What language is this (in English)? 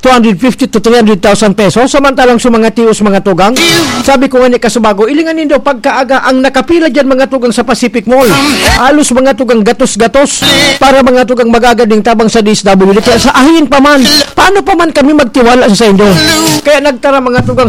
Bikol